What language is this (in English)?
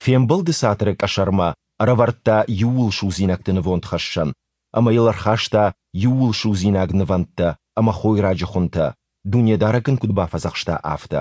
Ossetic